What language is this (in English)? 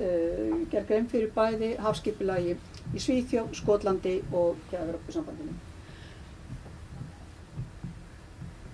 Icelandic